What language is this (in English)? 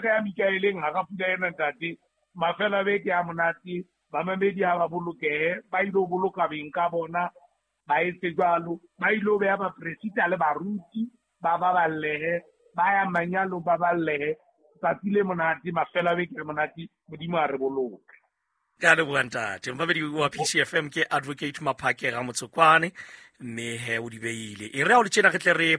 Southern Sotho